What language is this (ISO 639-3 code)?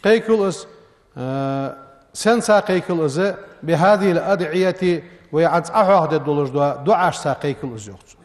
inh